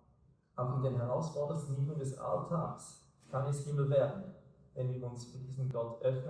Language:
Swiss German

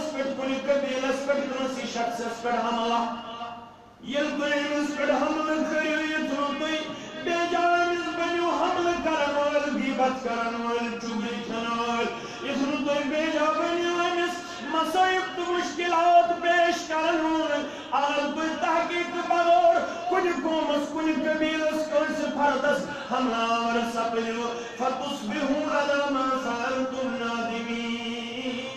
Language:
Kashmiri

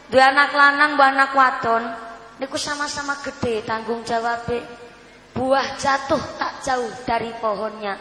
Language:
Javanese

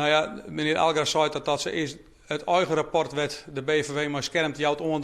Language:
Western Frisian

